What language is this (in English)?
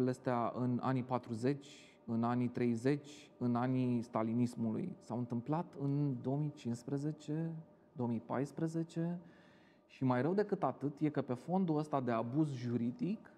Romanian